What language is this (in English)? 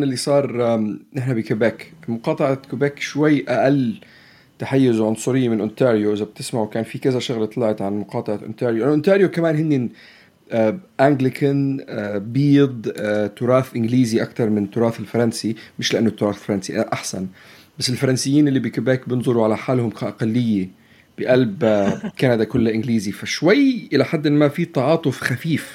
North Levantine Arabic